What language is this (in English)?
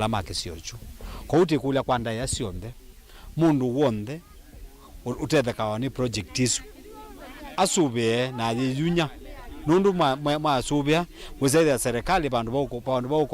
Kamba